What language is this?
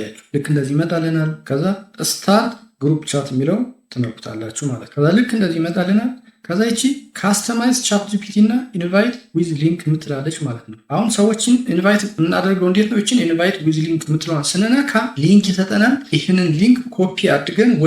Amharic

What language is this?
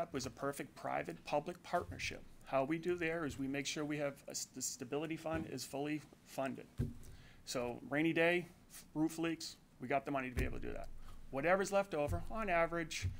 English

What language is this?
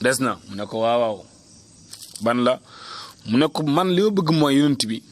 Wolof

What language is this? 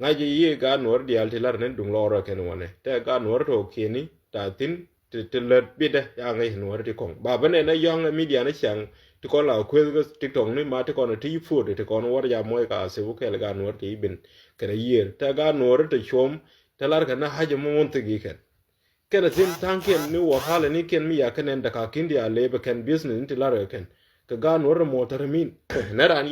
Nuer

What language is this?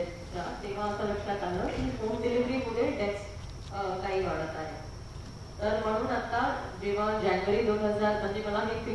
Marathi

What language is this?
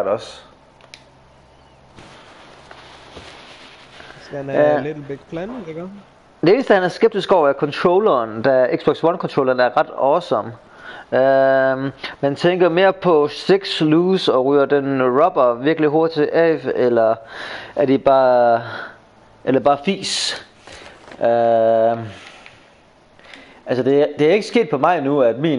Danish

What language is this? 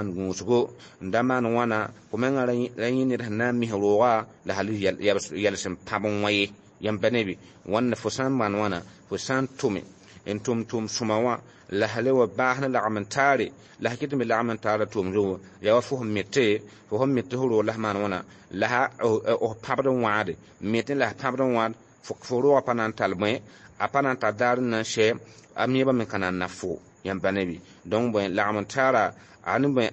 Mossi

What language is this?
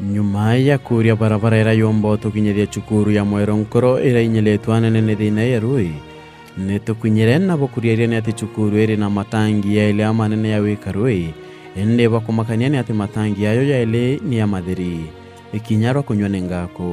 Meru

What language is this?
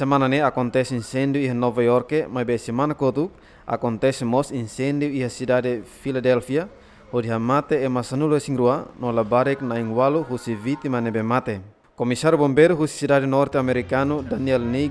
Tetum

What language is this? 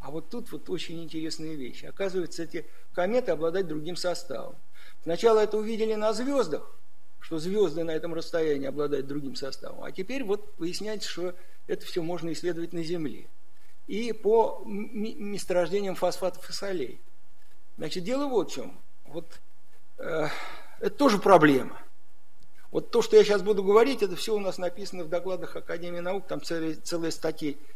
Russian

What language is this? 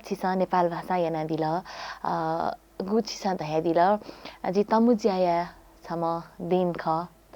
Newari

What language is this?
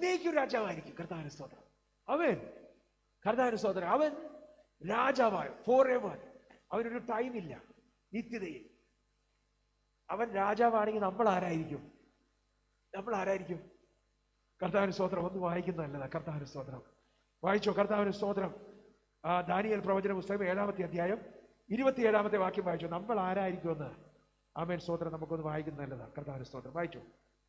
Malayalam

